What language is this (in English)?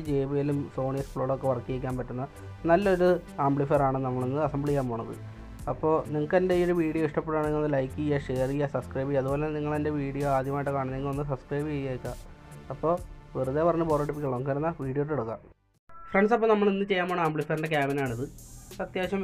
Malayalam